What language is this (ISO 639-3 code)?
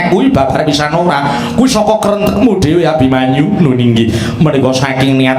jav